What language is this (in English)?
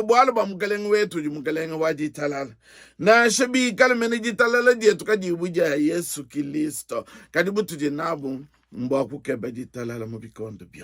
Luba-Lulua